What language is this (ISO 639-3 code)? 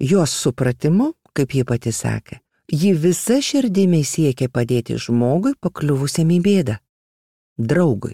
lit